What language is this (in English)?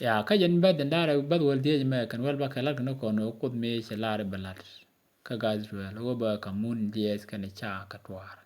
Nuer